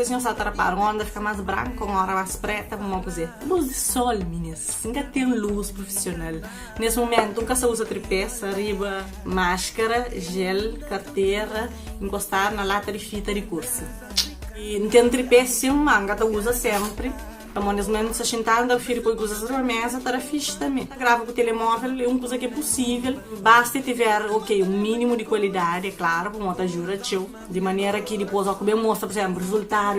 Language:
Kabuverdianu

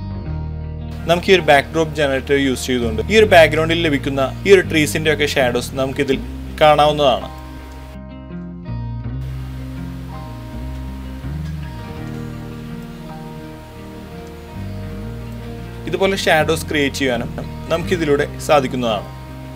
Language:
Malayalam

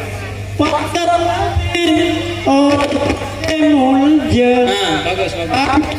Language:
Madurese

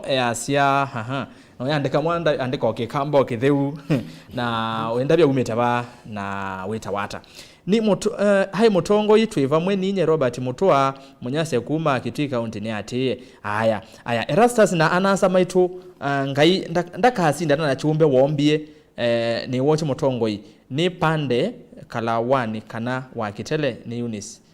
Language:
Kamba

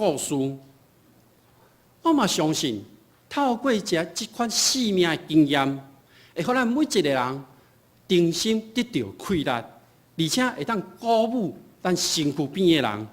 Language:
Min Nan Chinese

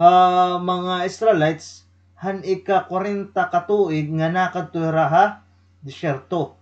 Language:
Waray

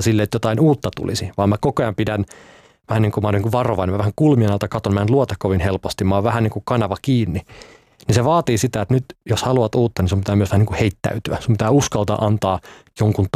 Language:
Finnish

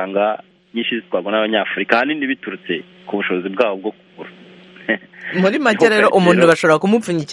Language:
Kinyarwanda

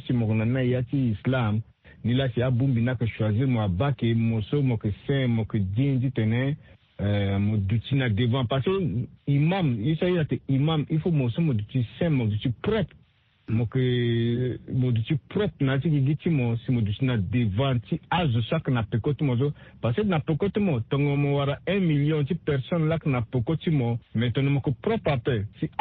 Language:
Sango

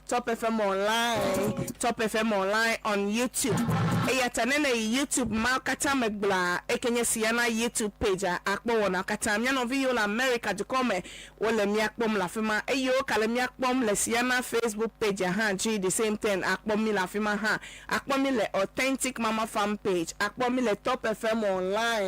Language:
Ewe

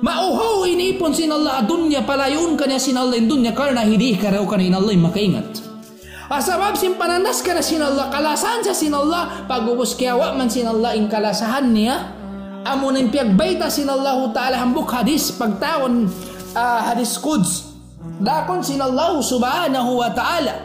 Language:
Tausug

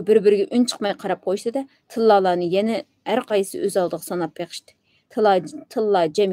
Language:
Uyghur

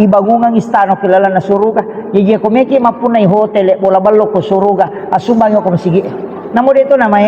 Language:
Buginese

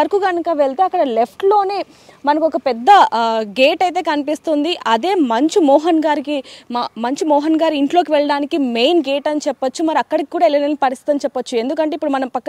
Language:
Telugu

